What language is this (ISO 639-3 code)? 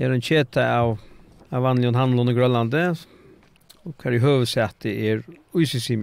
fao